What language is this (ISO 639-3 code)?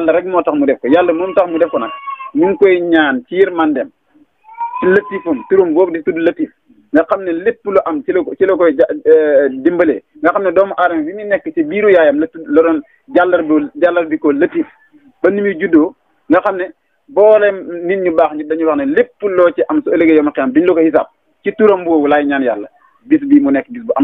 wol